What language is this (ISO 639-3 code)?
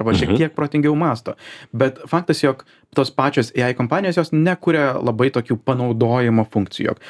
lit